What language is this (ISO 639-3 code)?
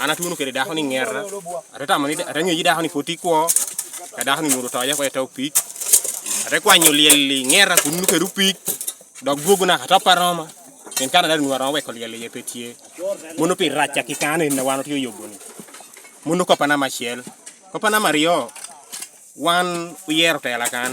laj